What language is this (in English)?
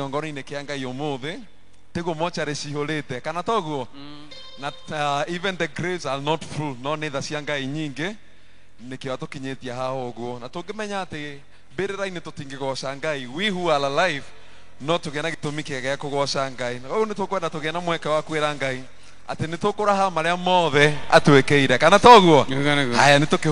Kikuyu